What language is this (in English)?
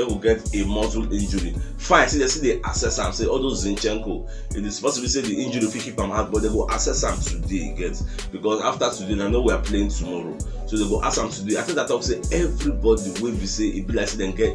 Nigerian Pidgin